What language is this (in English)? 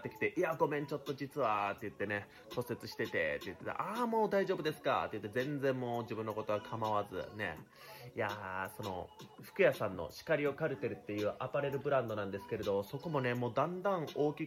Japanese